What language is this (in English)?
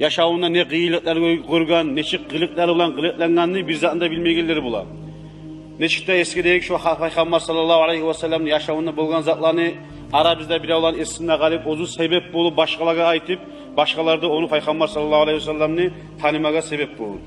Kumyk